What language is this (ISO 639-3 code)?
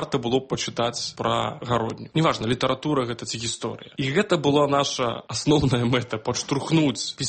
bel